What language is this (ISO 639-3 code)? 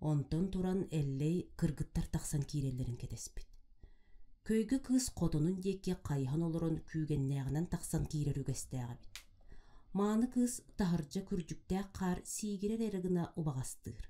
sah